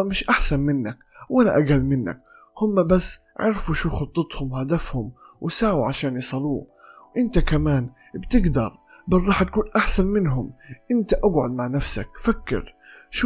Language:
North Levantine Arabic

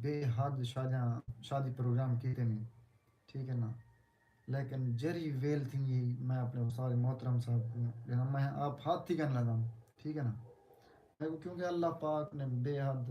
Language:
Saraiki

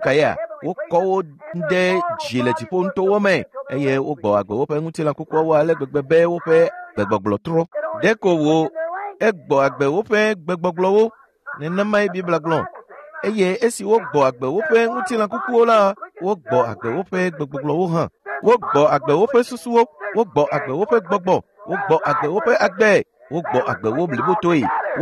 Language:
Ewe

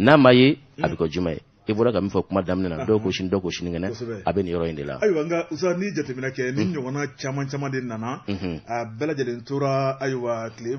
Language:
Bambara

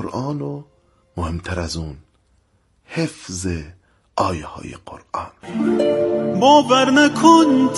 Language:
Persian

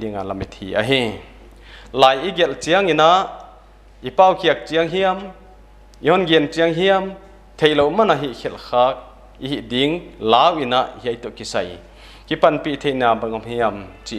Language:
Paite Chin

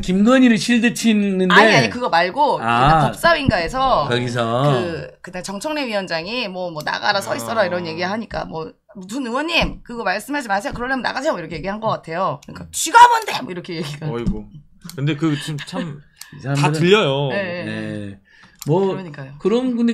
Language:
Korean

